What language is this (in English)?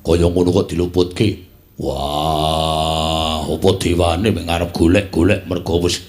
Javanese